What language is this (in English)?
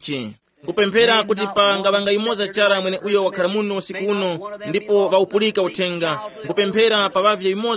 Tumbuka